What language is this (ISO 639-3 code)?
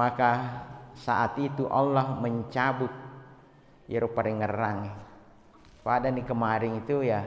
bug